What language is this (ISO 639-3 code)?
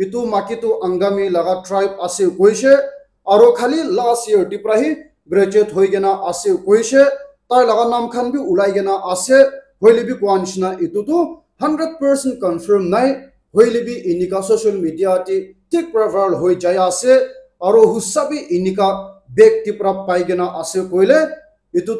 nag